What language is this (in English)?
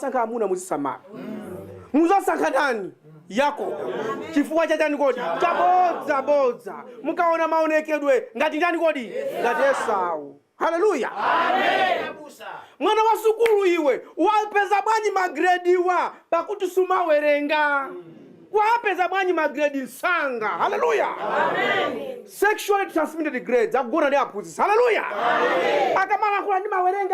Nyanja